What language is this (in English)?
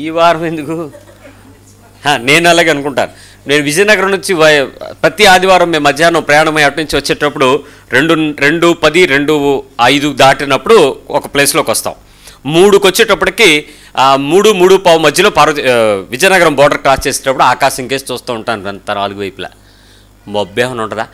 Telugu